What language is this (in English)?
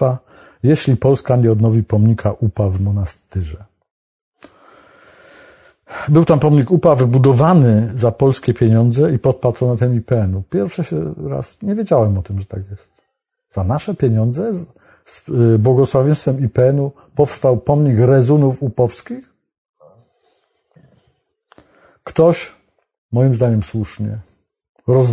Polish